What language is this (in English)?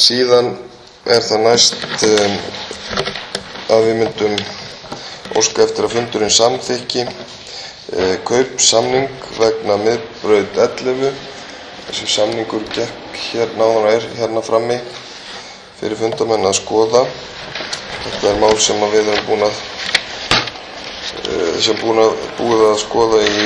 Icelandic